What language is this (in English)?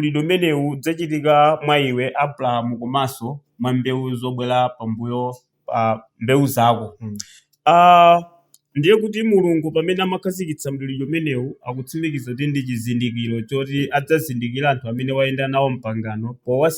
Nyanja